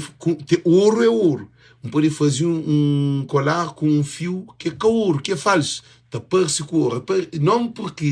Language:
Kabuverdianu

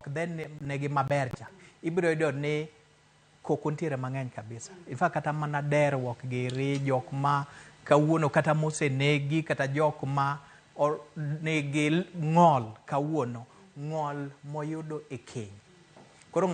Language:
Luo (Kenya and Tanzania)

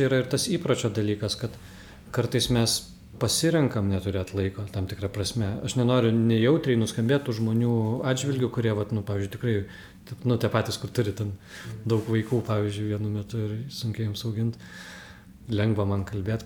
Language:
Lithuanian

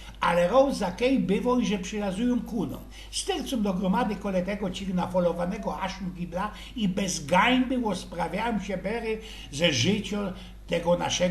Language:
Silesian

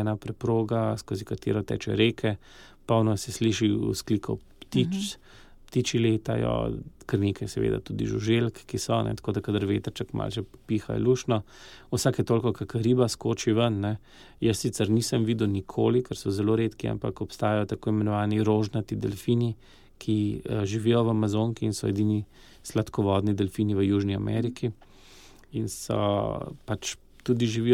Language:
Slovenian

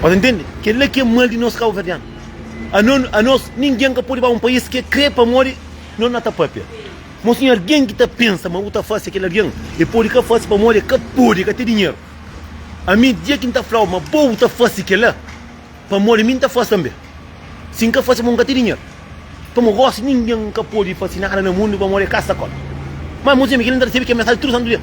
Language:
Kabuverdianu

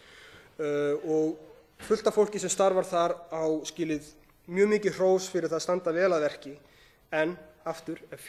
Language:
Icelandic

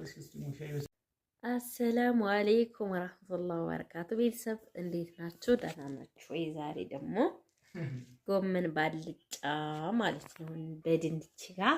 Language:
Amharic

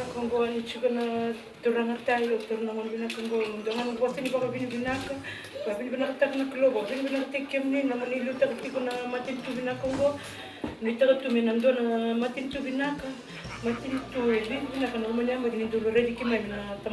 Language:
Fijian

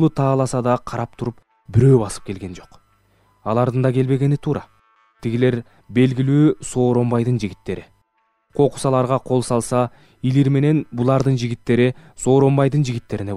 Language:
Kyrgyz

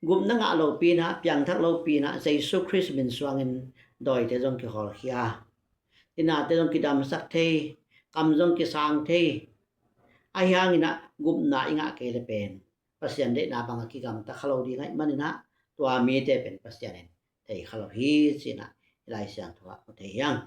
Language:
Tedim Chin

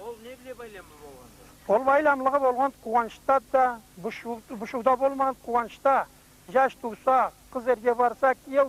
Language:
Karachay-Balkar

